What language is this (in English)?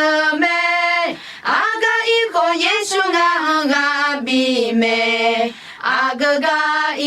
Akha